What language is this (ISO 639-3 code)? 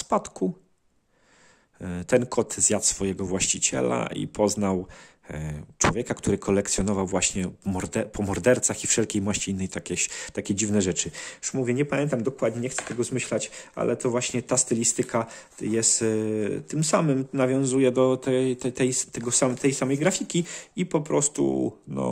pol